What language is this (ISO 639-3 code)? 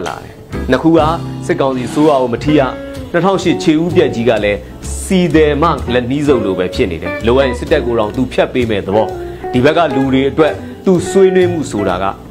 mya